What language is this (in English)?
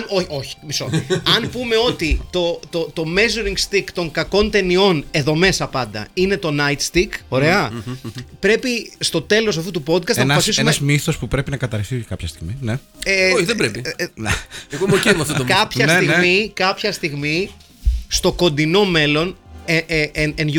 Greek